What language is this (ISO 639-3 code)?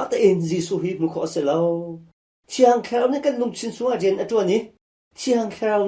cnh